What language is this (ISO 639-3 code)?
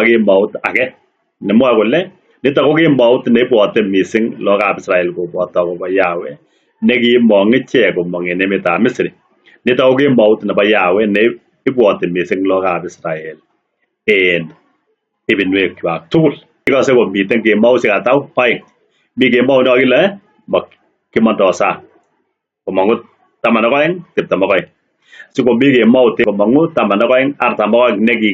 kln